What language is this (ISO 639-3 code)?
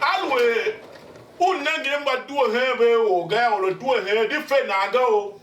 tiv